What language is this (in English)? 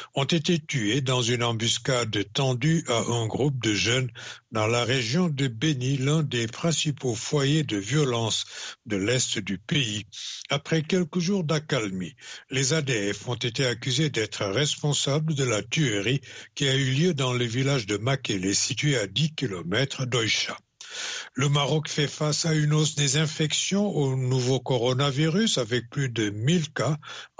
French